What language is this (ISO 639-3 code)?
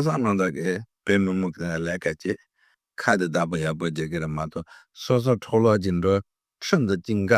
bod